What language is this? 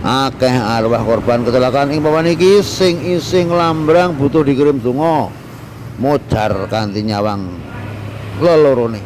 Javanese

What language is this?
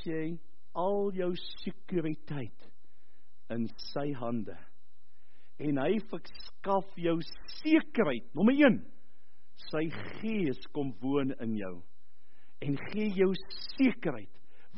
Afrikaans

